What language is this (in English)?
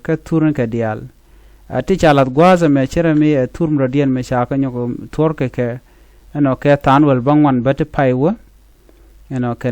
Nuer